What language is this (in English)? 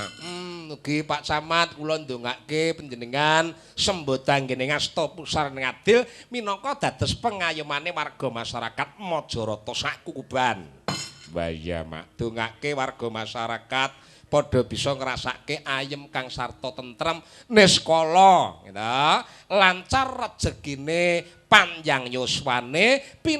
Javanese